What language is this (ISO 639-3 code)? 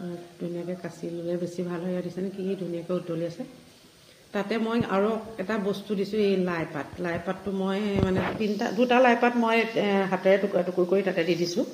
asm